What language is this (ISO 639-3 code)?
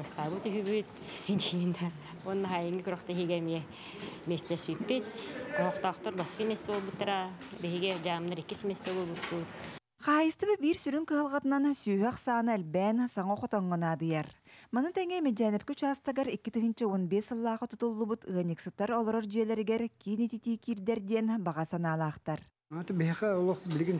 sah